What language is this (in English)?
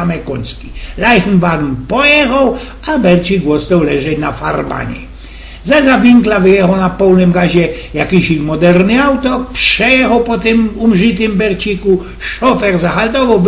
Silesian